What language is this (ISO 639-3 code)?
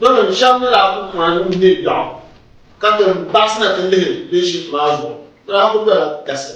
dag